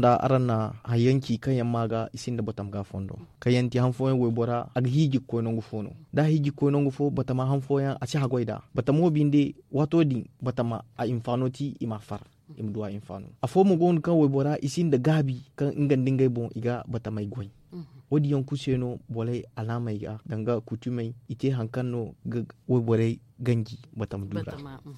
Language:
Zarma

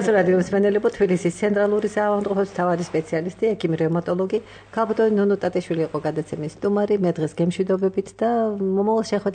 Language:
Georgian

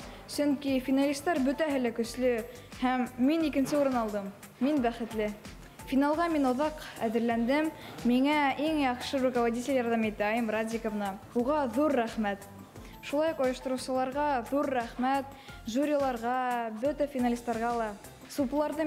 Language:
Bashkir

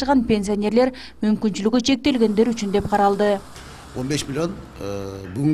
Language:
Kyrgyz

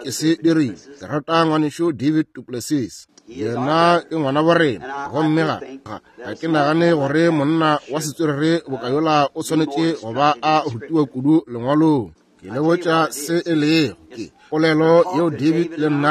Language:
Northern Sotho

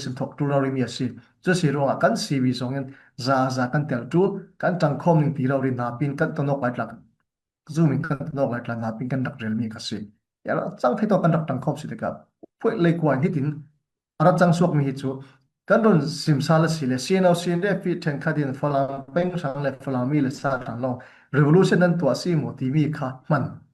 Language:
Falam Chin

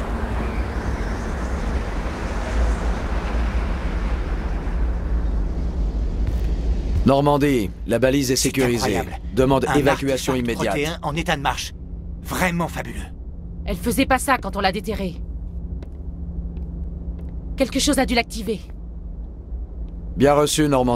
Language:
French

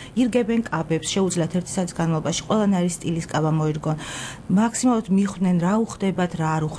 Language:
Georgian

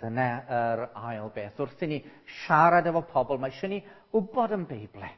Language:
Welsh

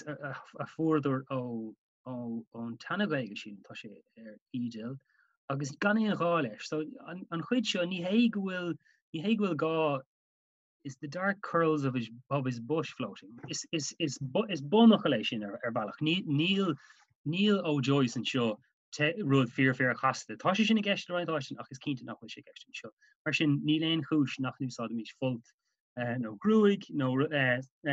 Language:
Irish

